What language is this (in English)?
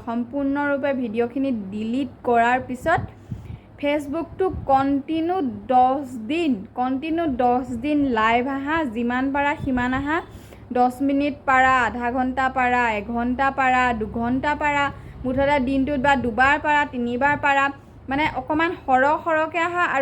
Assamese